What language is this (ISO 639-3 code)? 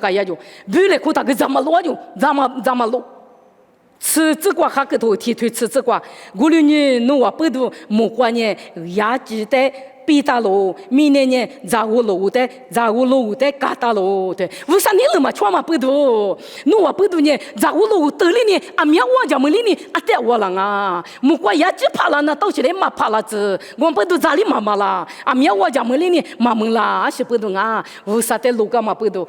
lis